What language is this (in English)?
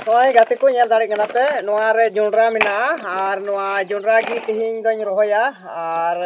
Santali